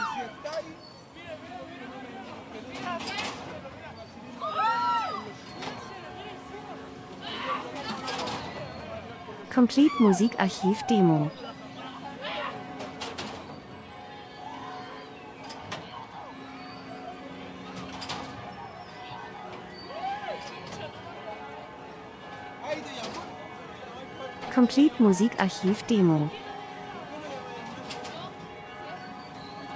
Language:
German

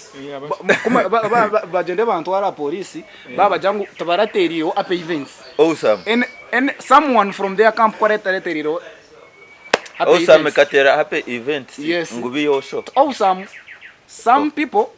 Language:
Nyankole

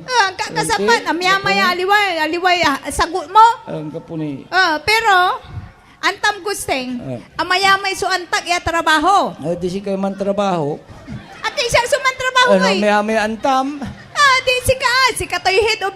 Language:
Pangasinan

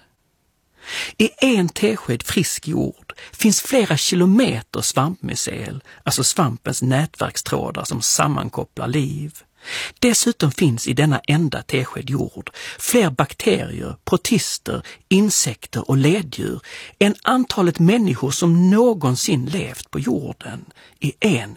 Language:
Swedish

